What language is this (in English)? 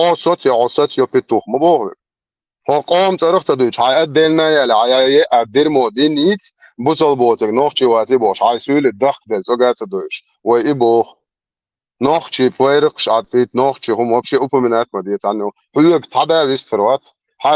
Chechen